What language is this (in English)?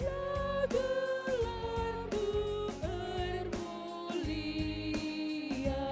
Batak Karo